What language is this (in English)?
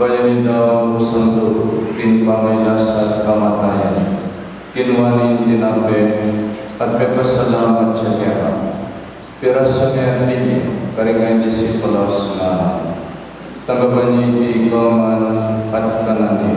Pampanga